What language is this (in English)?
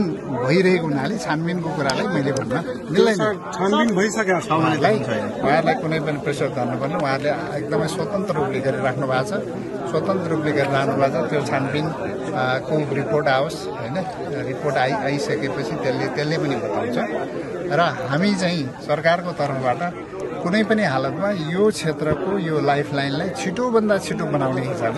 Nepali